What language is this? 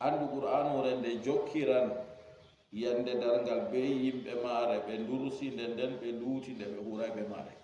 Fula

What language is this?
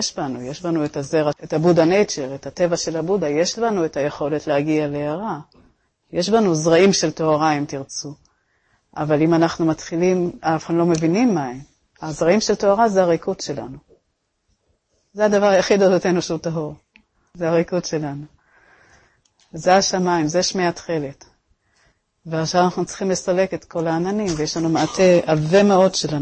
Hebrew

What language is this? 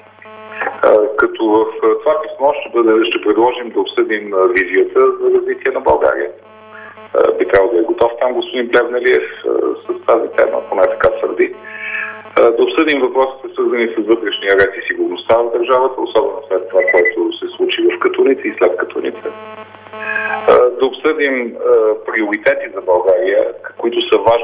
Bulgarian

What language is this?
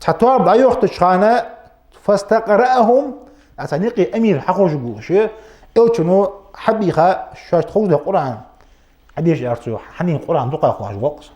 Ingush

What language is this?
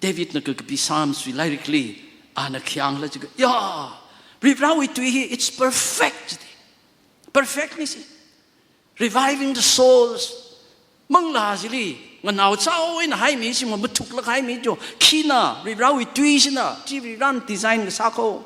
Tangkhul Naga (India)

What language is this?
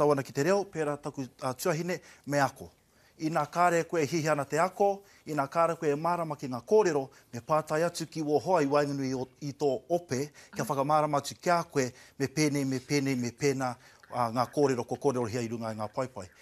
Māori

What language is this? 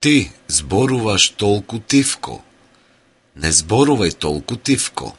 Macedonian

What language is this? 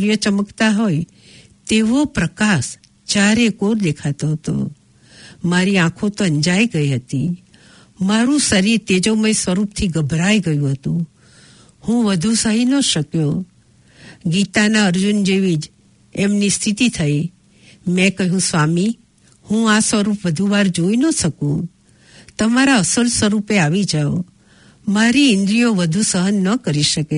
Gujarati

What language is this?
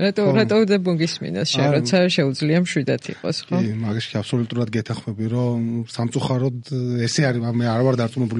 Georgian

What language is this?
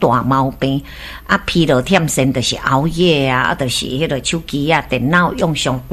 Min Nan Chinese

